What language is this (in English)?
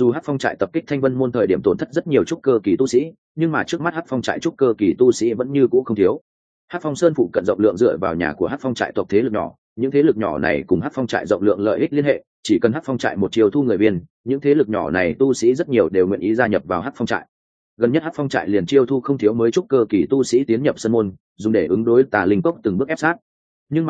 Vietnamese